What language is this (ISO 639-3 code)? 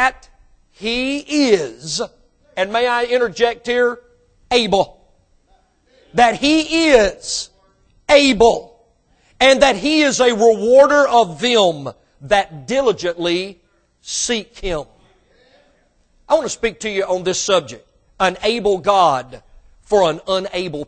eng